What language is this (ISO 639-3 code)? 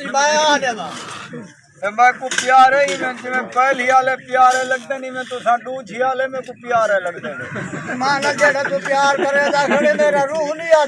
skr